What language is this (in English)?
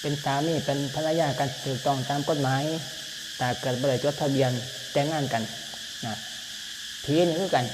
Lao